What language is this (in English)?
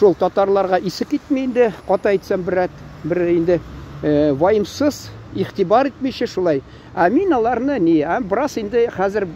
Tatar